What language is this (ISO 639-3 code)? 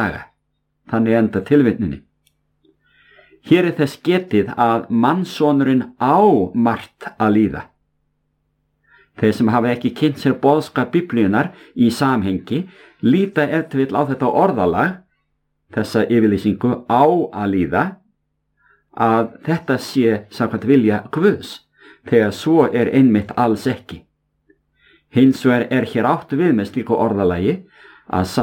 isl